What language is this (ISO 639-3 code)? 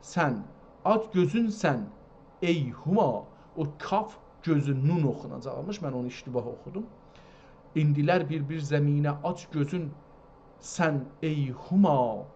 azb